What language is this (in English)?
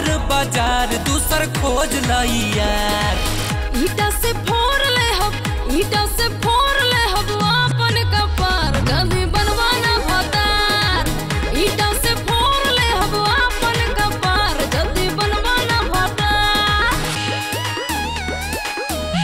Bhojpuri